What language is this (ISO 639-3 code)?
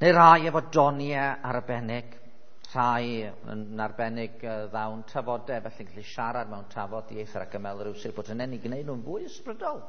cym